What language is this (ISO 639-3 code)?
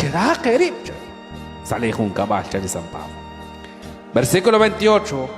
kek